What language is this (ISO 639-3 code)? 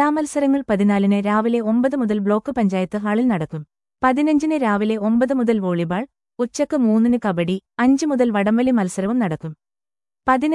mal